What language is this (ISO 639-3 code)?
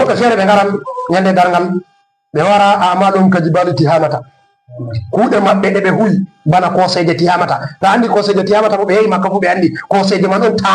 ful